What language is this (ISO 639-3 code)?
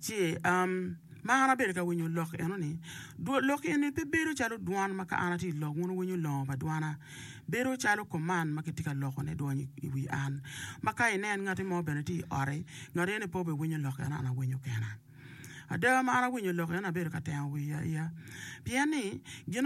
ach